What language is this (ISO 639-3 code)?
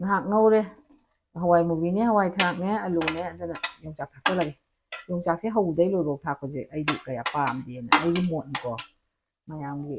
mni